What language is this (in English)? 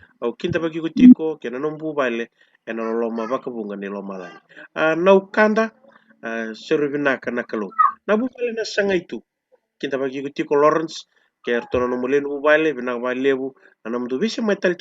Fijian